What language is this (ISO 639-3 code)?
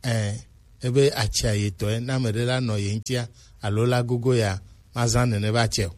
gej